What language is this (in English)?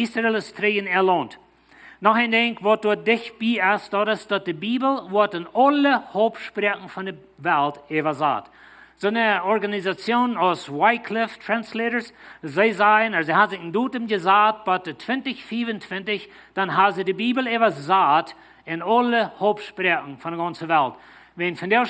Plautdietsch